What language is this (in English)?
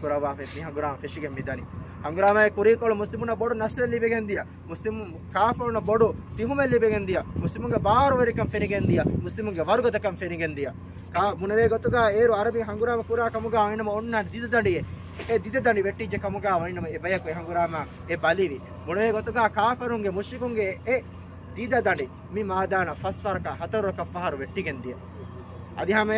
Divehi